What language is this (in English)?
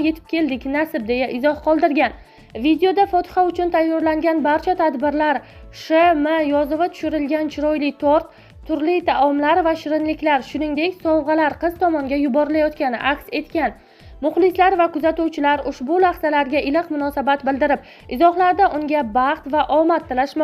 Uzbek